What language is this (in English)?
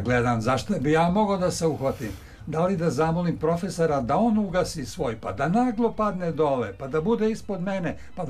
Serbian